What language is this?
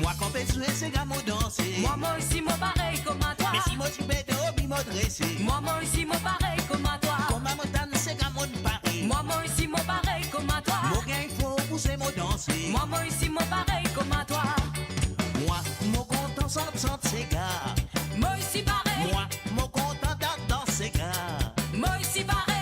Morisyen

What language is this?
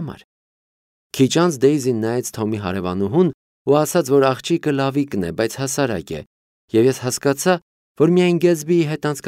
Armenian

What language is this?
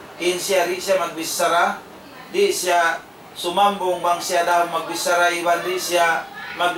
Tausug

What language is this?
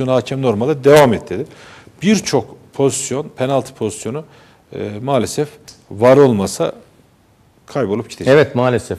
Turkish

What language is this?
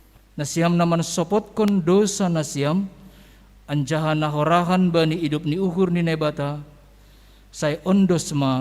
Batak Simalungun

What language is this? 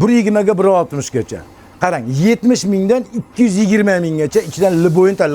Uzbek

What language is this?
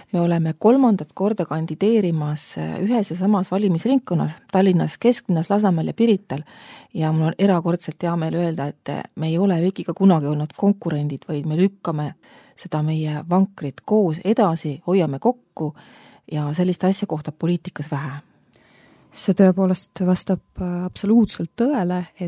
Estonian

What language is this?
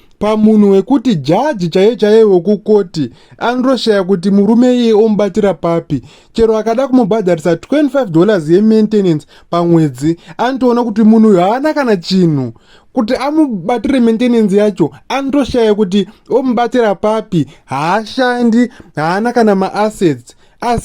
Shona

